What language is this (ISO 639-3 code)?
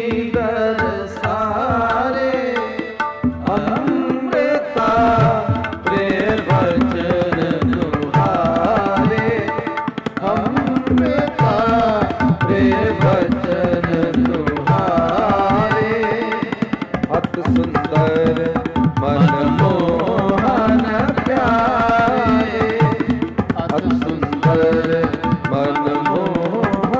pan